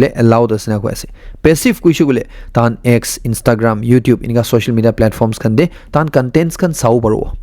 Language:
Naga Pidgin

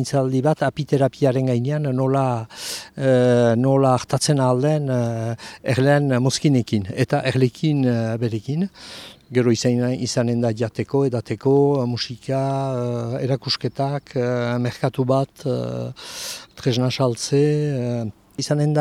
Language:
Basque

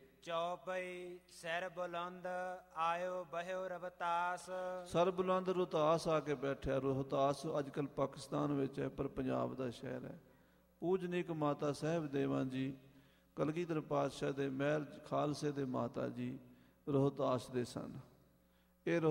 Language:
Punjabi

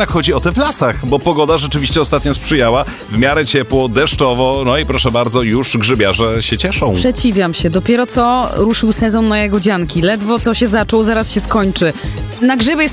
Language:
Polish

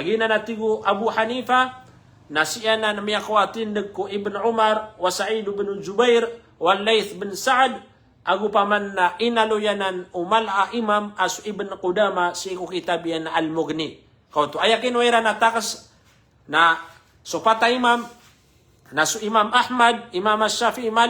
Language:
Maranao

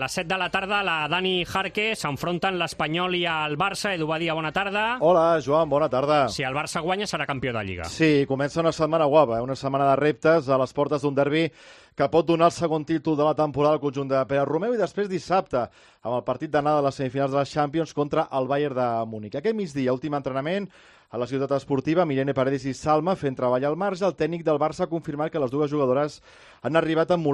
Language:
Catalan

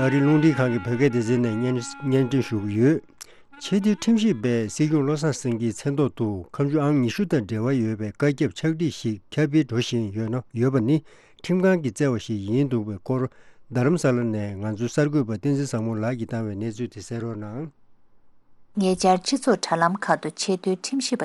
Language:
Tibetan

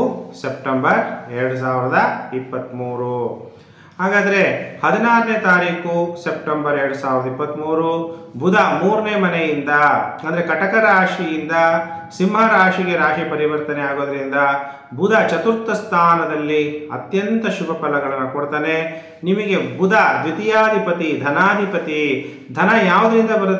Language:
Kannada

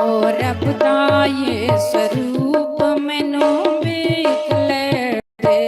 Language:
Dogri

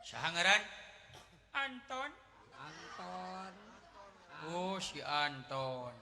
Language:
Sundanese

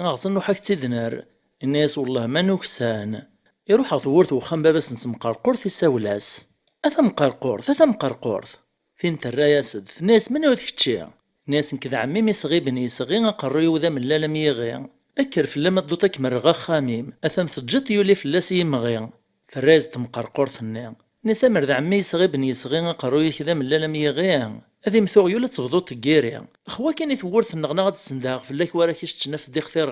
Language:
Kabyle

